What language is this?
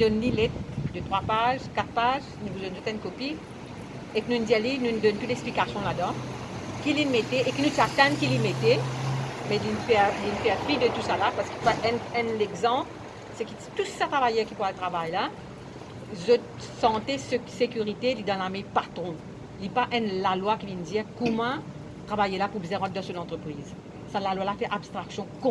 Morisyen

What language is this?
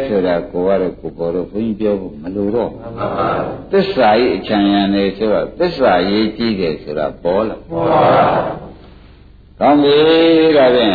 Burmese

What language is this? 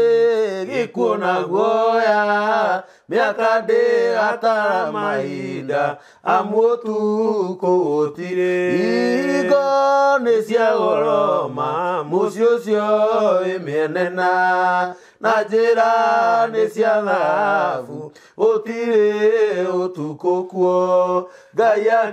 Kikuyu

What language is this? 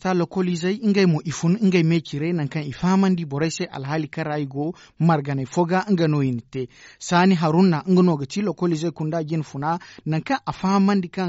Zarma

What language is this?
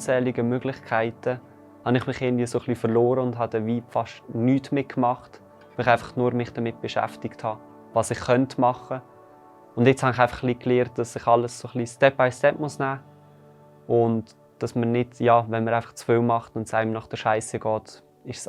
Swiss German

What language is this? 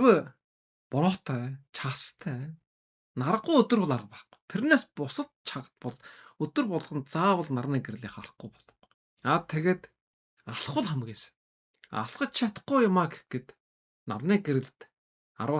Mongolian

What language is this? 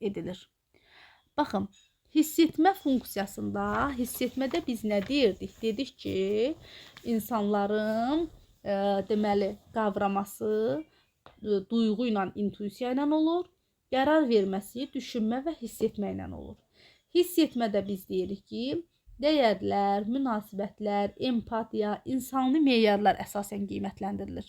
Azerbaijani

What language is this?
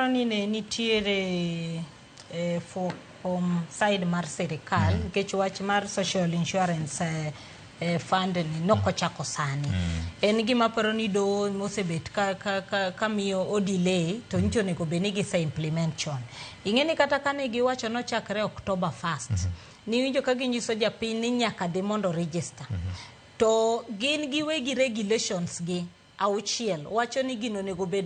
Luo (Kenya and Tanzania)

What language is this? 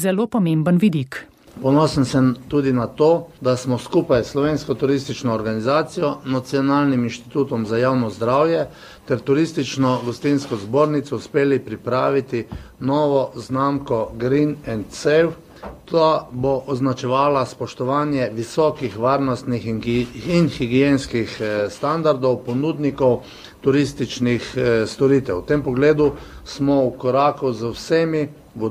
Slovenian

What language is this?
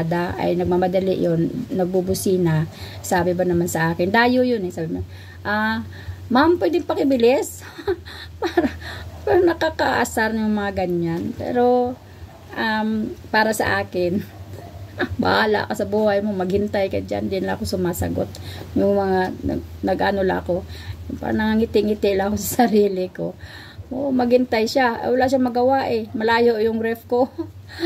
Filipino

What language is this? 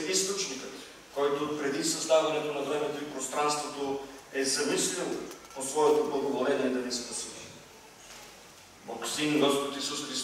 Bulgarian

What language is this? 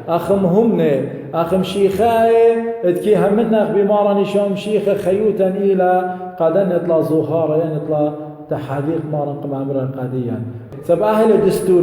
Assyrian Neo-Aramaic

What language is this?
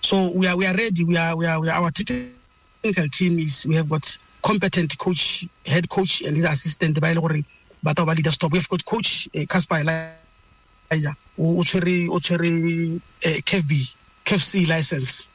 Tswana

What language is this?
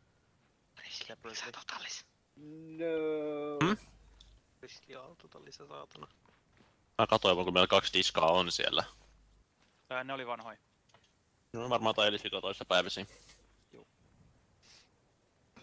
Finnish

